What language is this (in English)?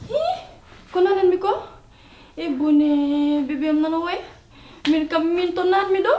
Fula